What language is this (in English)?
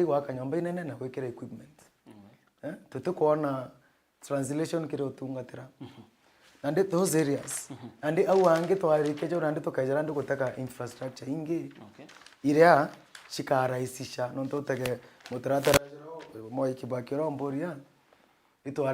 Meru